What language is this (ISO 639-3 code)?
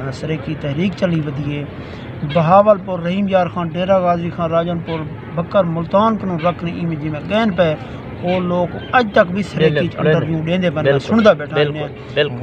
skr